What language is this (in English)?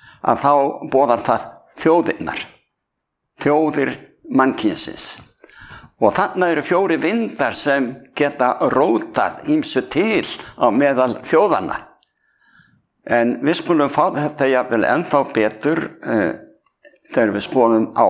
Icelandic